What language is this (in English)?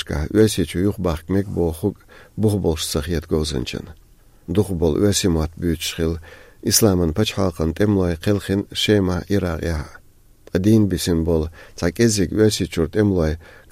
Chechen